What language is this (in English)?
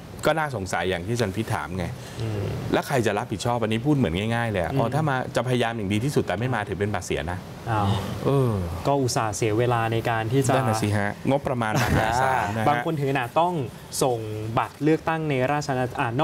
Thai